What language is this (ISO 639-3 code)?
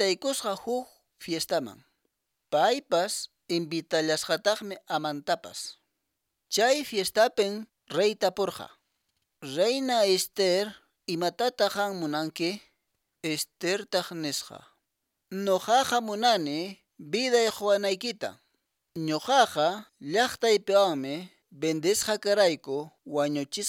que